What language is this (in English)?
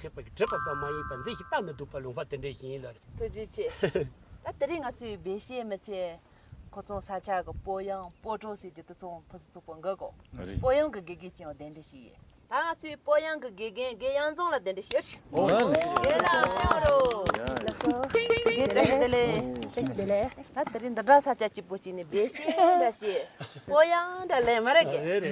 Tibetan